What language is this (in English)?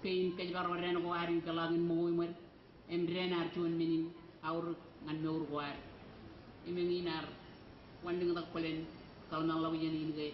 Marshallese